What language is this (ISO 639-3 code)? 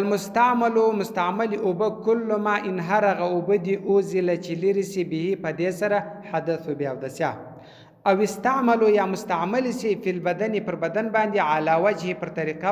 pus